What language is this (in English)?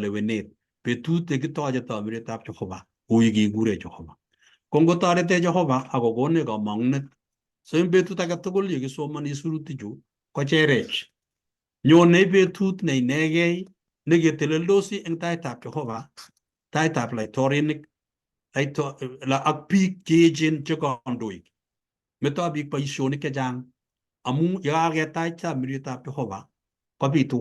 Kalenjin